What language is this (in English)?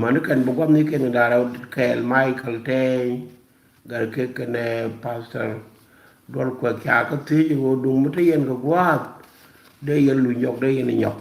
Nuer